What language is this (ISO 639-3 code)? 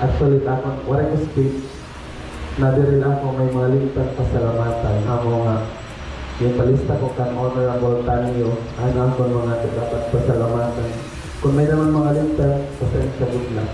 war